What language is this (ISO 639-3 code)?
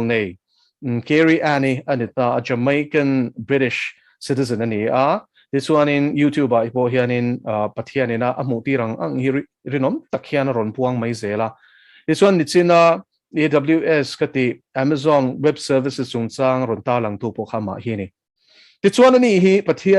lus